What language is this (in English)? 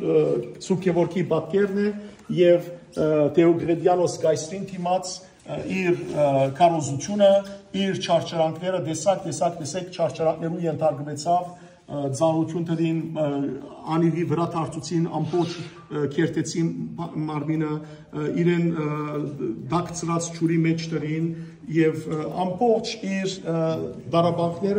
Western Armenian